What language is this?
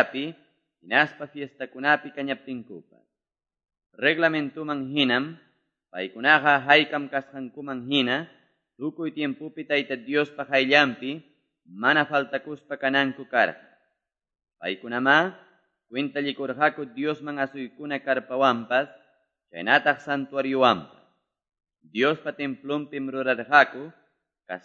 Quechua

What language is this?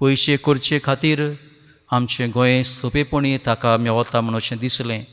Konkani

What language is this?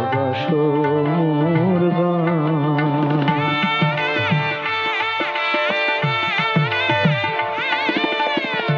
Bangla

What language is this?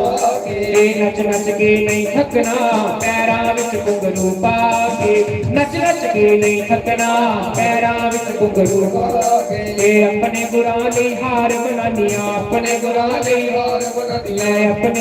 Dogri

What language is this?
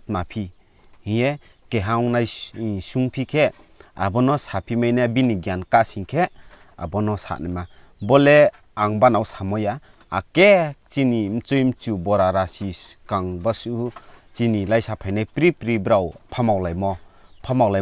Riang (India)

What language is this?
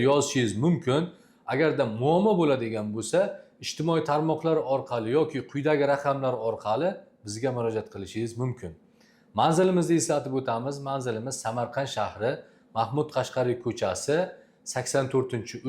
Uzbek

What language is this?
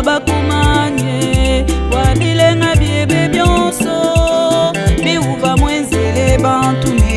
Luba-Lulua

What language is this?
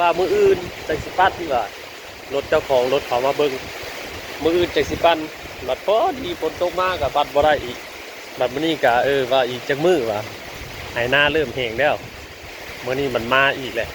Northeastern Thai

